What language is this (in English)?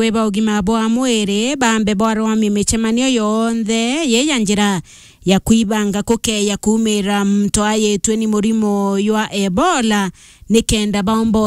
Meru